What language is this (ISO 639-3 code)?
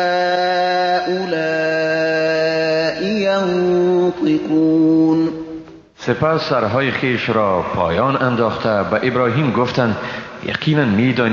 fas